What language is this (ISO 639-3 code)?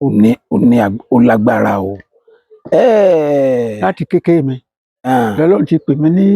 yor